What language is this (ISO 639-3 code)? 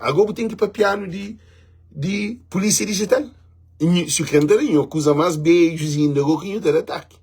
kea